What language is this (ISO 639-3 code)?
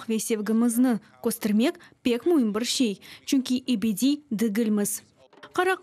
crh